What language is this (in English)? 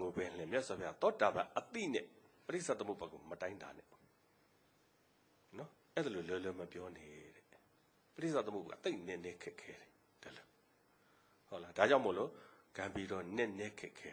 Burmese